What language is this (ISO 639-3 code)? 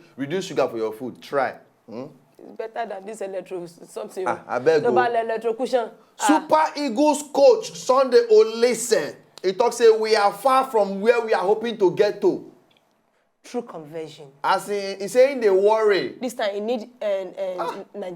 pcm